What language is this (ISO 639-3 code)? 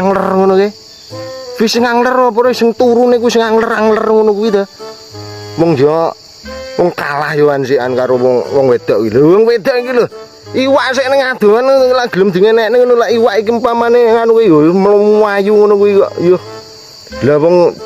jav